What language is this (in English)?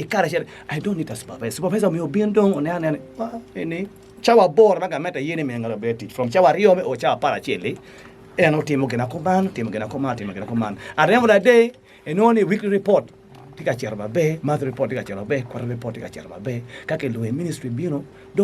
Acoli